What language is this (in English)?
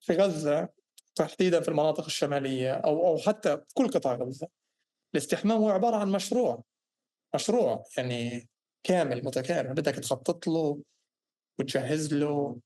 North Levantine Arabic